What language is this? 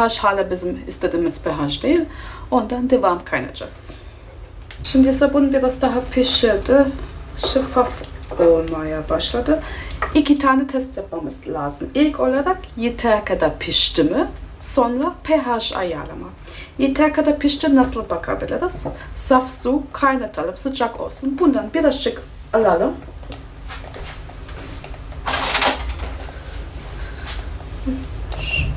Turkish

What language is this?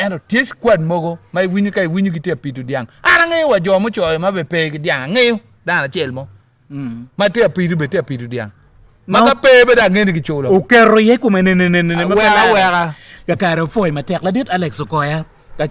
Acoli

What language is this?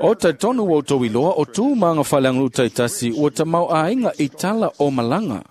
Samoan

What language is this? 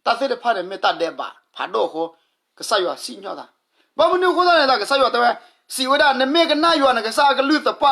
S'gaw Karen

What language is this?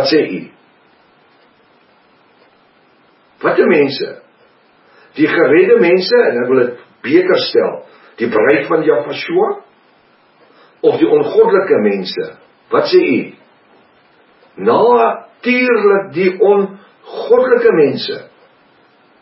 Afrikaans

